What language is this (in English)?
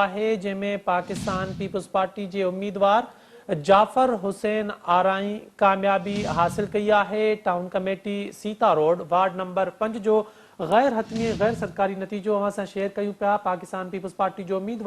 Sindhi